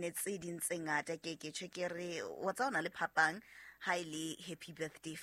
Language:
Southern Sotho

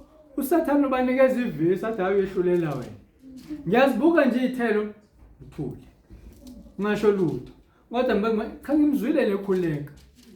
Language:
Zulu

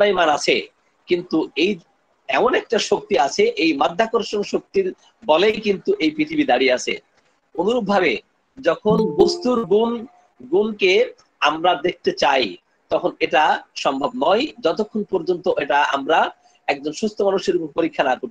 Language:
Bangla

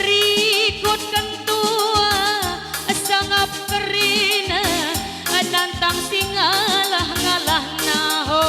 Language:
Batak Karo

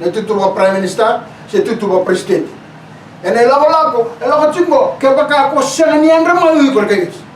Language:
Fijian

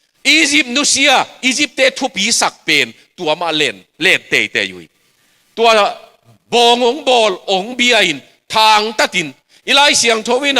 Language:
Tedim Chin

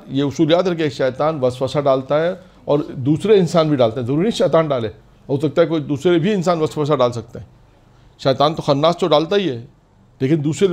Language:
Urdu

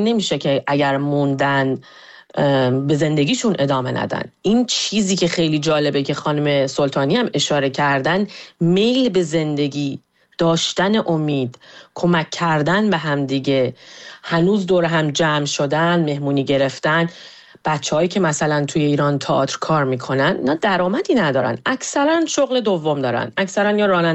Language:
Persian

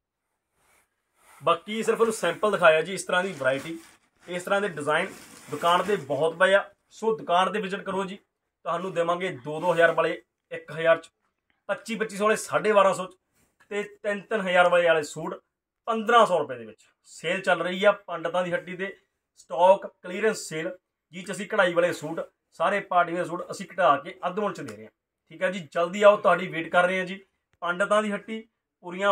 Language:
Punjabi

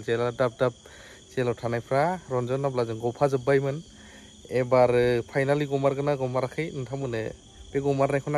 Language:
Bodo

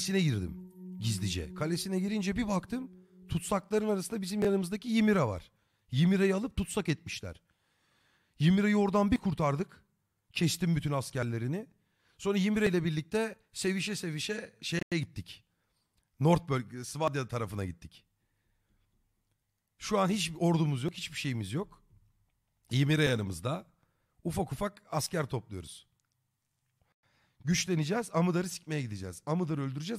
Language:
Turkish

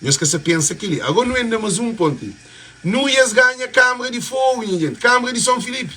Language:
Kabuverdianu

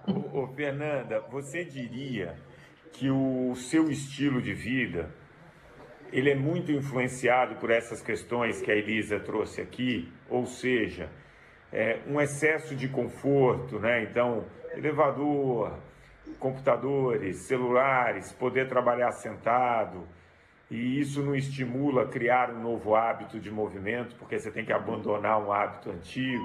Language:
Portuguese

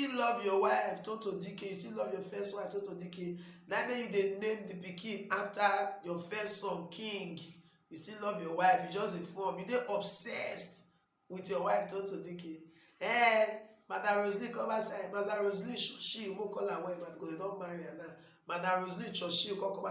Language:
Nigerian Pidgin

